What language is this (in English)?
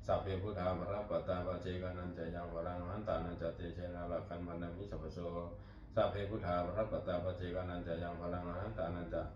Pali